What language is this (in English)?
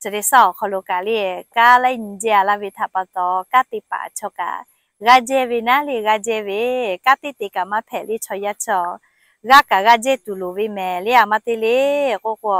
Lahu